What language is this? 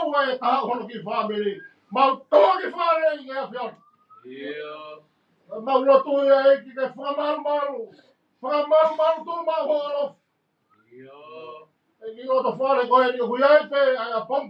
Tongan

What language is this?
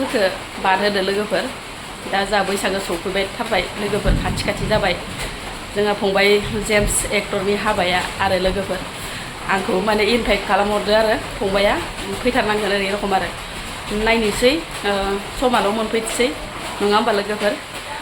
Bodo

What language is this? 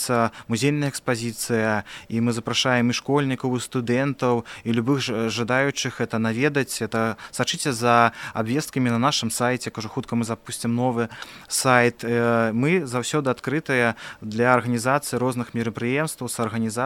Belarusian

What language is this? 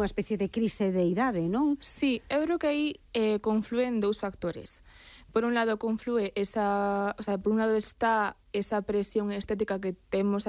Galician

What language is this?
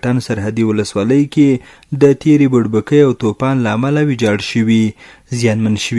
Pashto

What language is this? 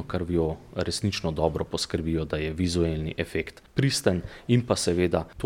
Slovenian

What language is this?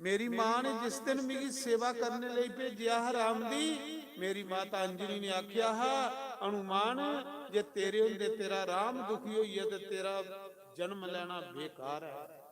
Dogri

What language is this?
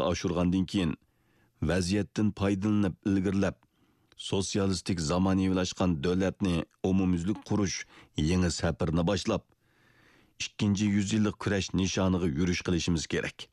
Uyghur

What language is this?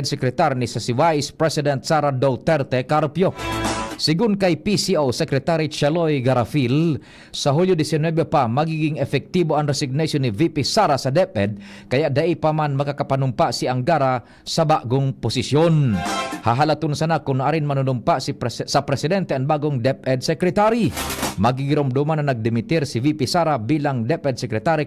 Bikol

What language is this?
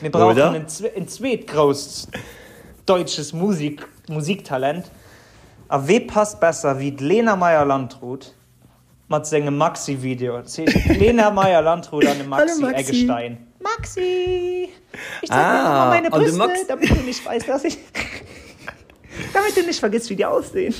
Luxembourgish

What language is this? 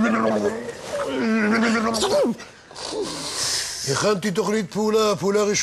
Hebrew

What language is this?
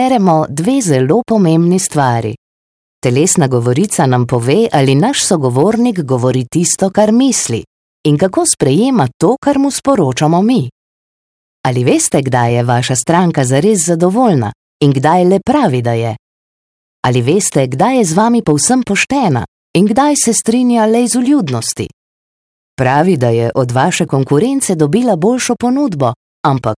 Slovenian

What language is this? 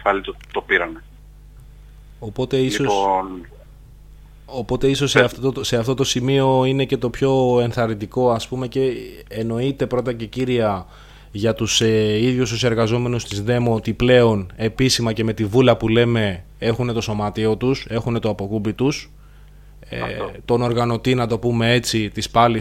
Greek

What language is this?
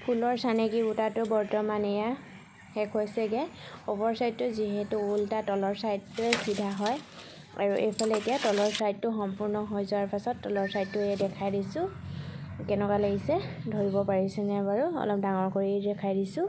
Assamese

